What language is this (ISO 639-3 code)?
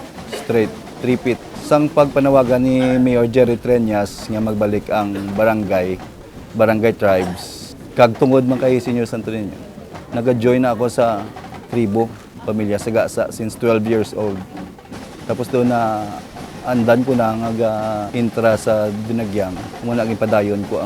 hil